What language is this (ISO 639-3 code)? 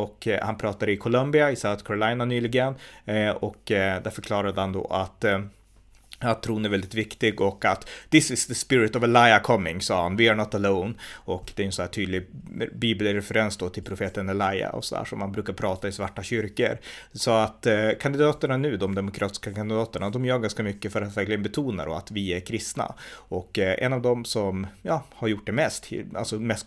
swe